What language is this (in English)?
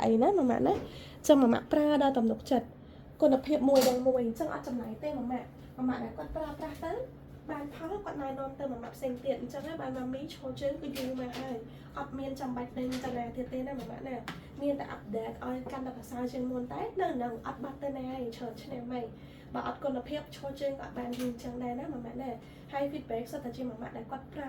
Khmer